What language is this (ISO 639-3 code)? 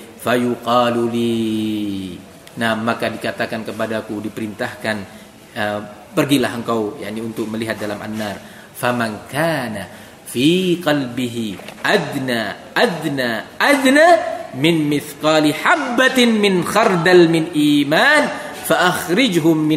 ind